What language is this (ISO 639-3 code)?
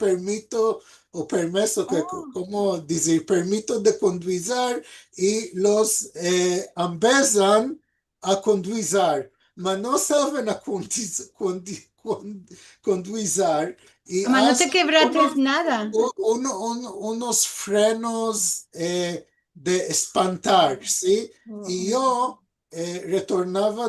lad